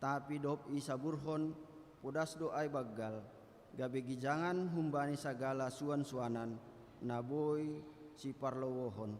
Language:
Batak Simalungun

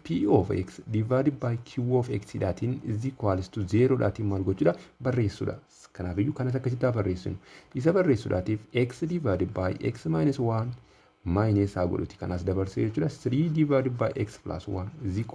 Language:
Oromo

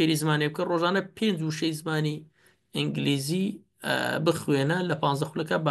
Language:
Central Kurdish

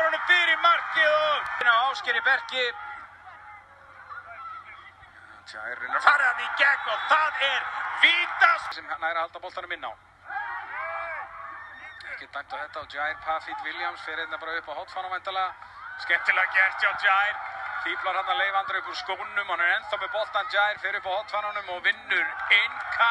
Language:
Icelandic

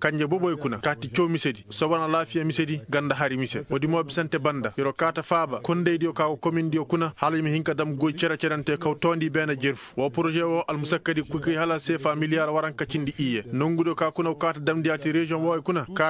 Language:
Koyraboro Senni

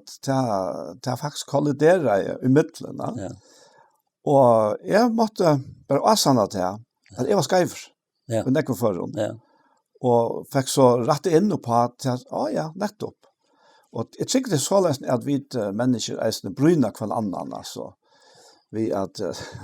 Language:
Faroese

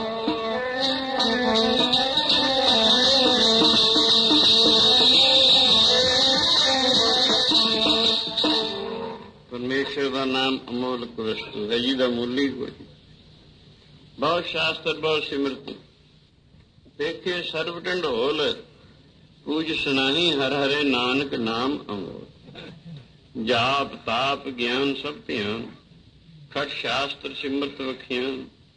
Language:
Punjabi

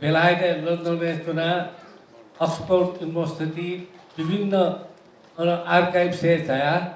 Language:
Newari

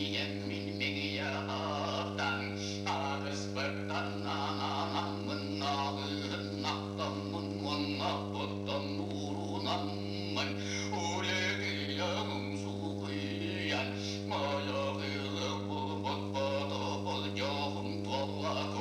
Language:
Yakut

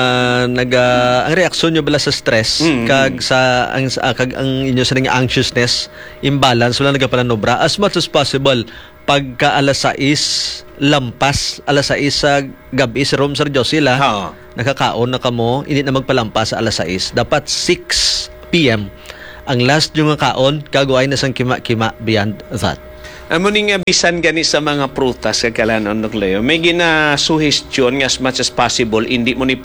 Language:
Hiligaynon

